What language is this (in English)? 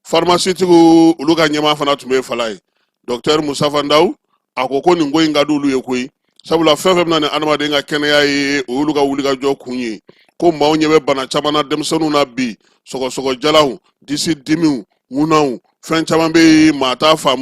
Bambara